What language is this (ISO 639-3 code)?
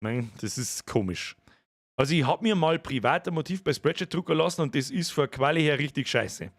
bar